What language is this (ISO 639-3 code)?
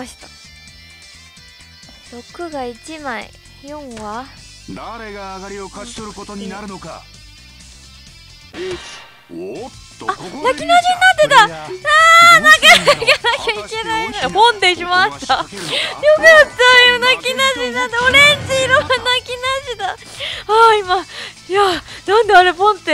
jpn